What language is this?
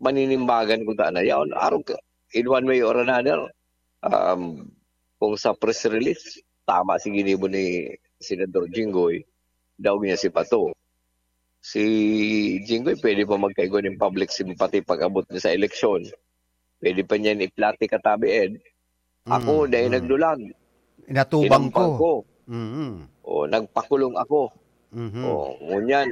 Bikol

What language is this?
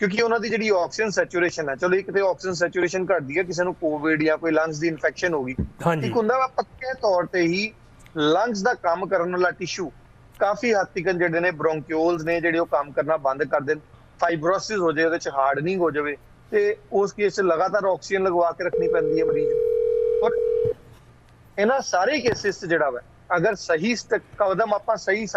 Punjabi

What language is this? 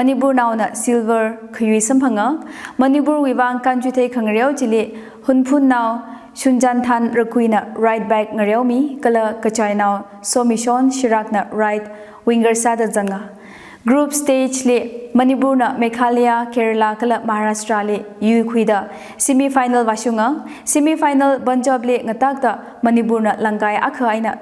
Tangkhul Naga (India)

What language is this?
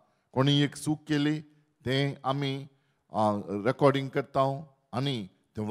Konkani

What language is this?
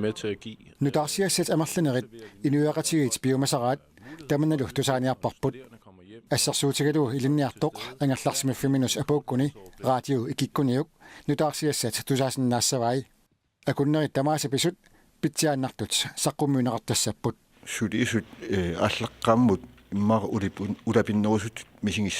Kalaallisut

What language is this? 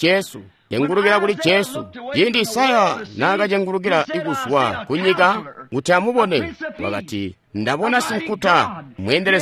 Tonga (Zambia)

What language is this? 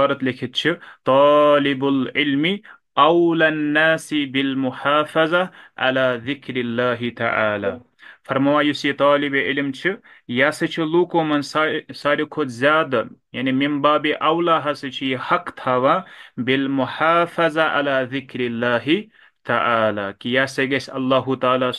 Kashmiri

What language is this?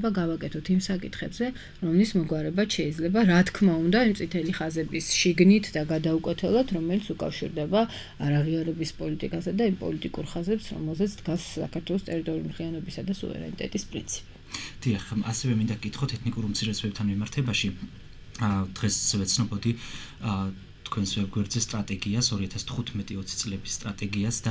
Georgian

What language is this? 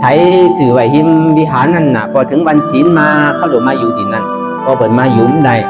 Shan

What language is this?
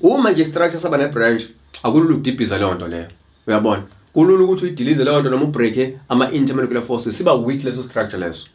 Zulu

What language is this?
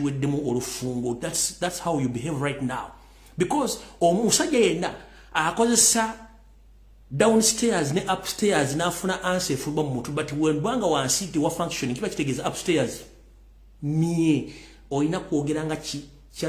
Ganda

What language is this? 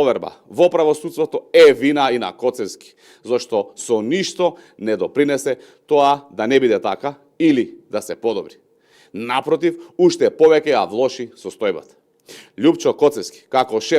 Macedonian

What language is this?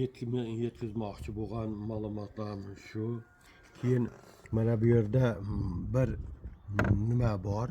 Uzbek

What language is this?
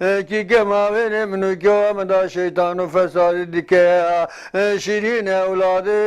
Zaza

